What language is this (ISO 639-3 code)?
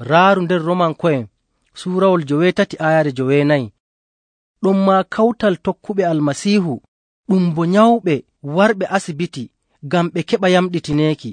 fuv